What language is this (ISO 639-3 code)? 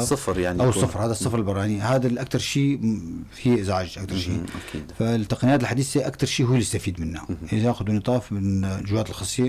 apc